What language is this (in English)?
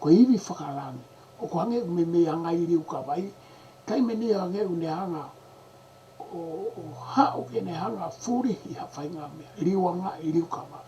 Tongan